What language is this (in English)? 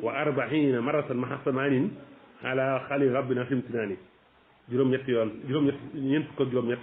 Wolof